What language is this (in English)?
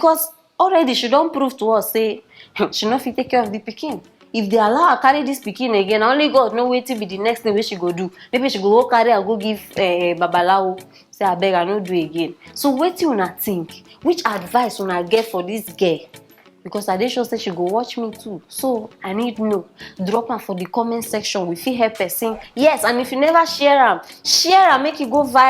Nigerian Pidgin